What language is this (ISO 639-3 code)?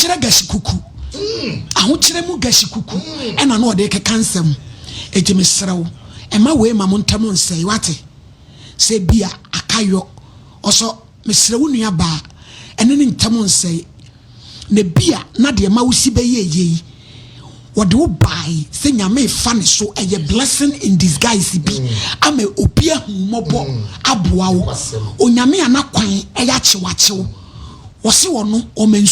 aka